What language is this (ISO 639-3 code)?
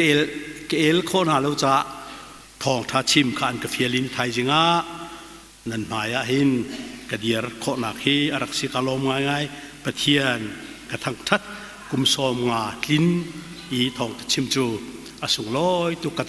cnh